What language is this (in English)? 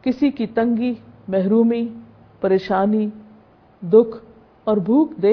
Urdu